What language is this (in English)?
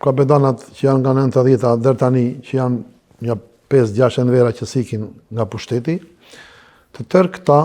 Albanian